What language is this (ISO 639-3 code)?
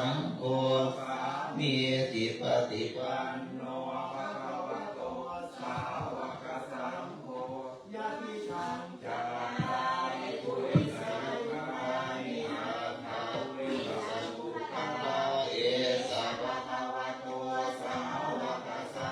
pli